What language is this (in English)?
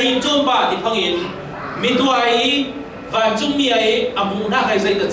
Falam Chin